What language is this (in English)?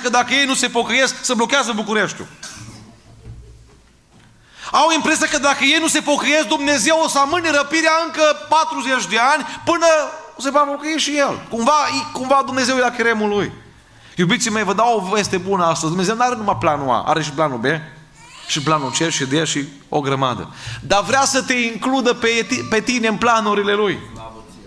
Romanian